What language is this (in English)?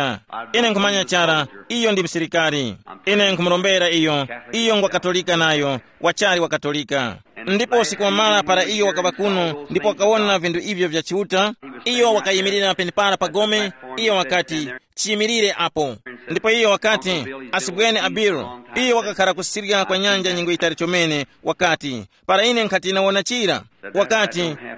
Tumbuka